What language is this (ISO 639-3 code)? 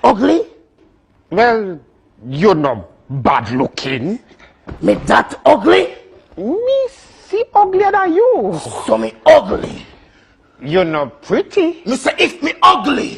jam